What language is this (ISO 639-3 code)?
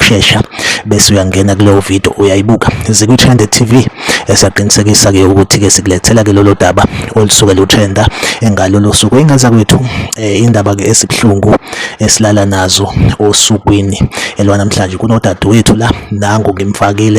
zul